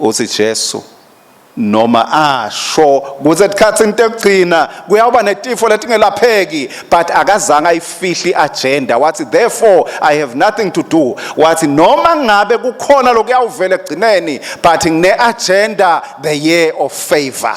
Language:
Swati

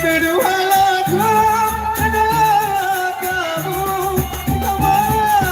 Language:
Sasak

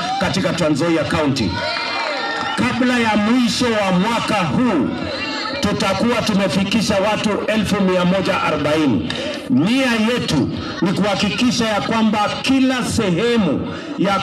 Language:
Swahili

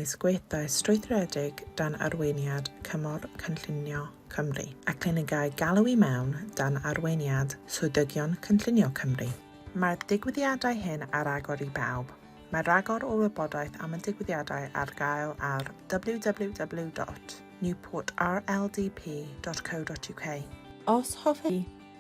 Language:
Welsh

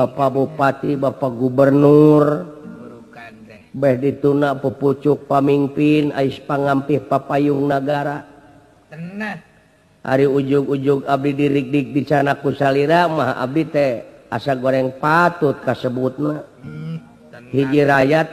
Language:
Sundanese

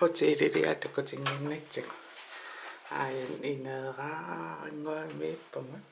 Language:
Kalaallisut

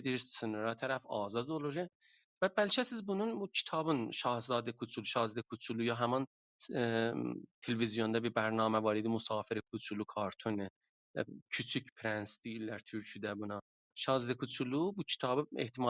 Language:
South Azerbaijani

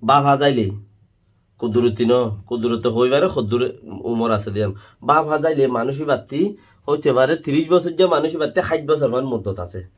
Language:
Rohingya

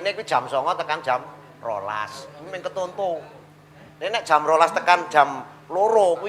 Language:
Javanese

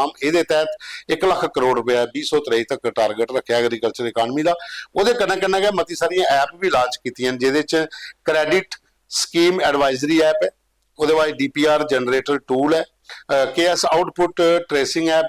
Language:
Dogri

